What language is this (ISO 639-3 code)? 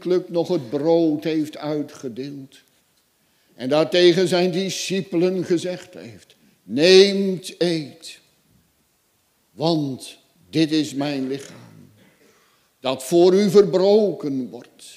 nld